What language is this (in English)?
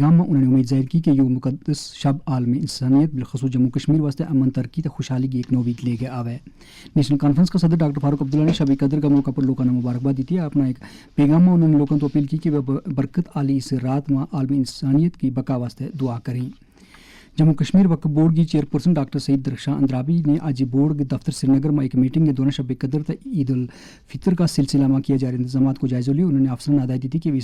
Gujari